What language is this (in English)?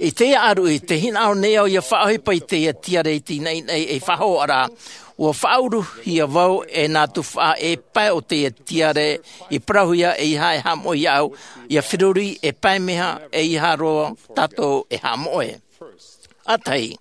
Tahitian